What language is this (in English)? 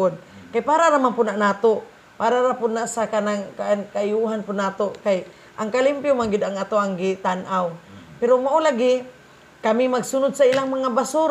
Cebuano